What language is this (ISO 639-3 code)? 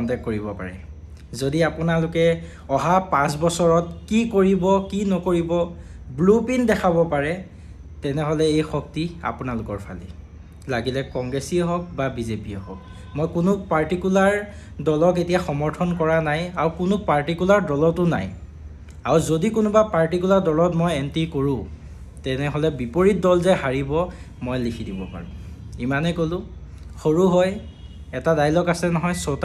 asm